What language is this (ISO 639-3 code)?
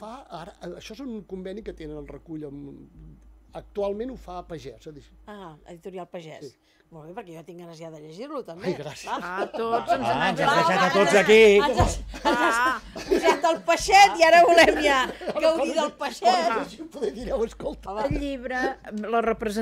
cat